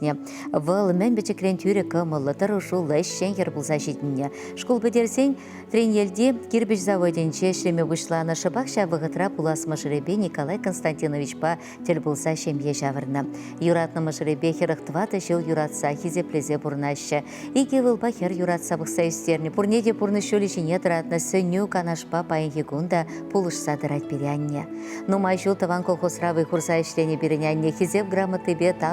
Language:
Chuvash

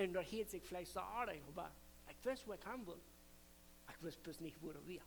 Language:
Plautdietsch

